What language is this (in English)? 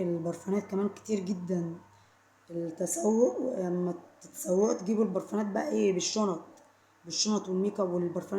Egyptian Arabic